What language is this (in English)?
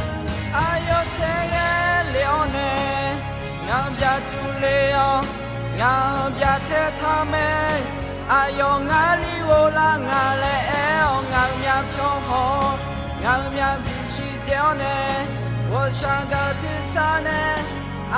Akha